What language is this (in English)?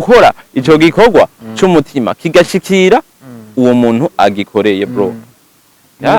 Rundi